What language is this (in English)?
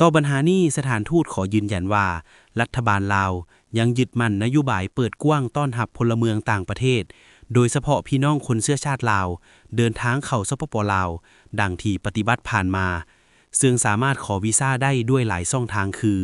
Lao